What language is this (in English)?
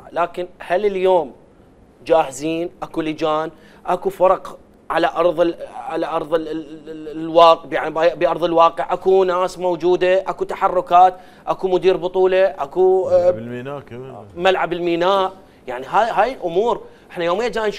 Mesopotamian Arabic